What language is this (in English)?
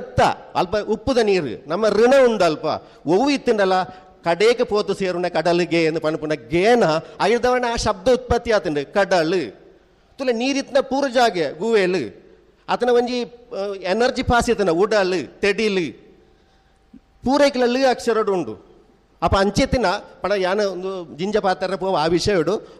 Tulu